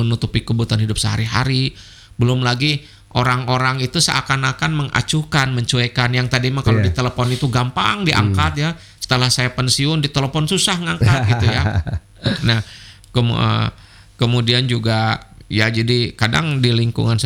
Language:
Indonesian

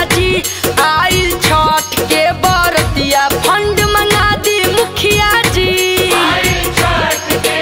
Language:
Bhojpuri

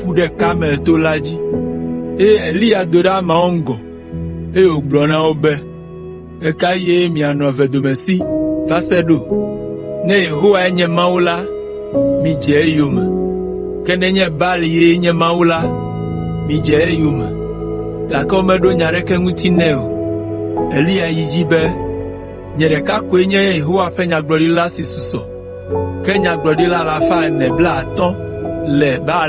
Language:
Ewe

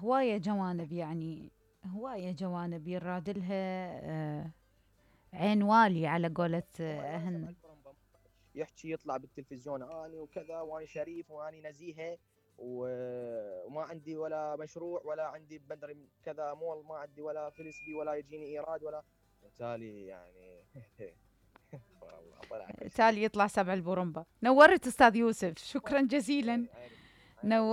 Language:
Mesopotamian Arabic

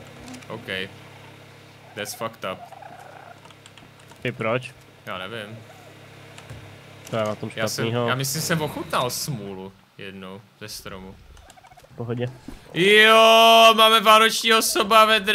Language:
Czech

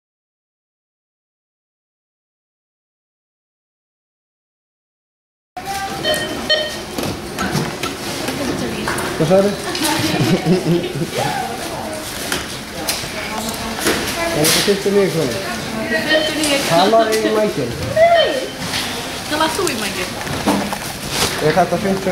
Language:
Icelandic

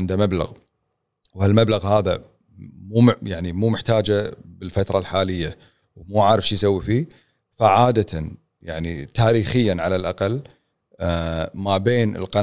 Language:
Gulf Arabic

